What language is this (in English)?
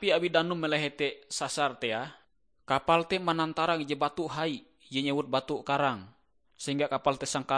Ngaju